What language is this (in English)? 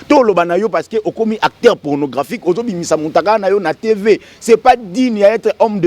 Lingala